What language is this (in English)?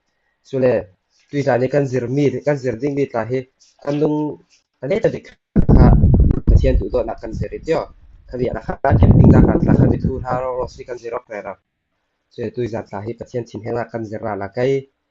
Falam Chin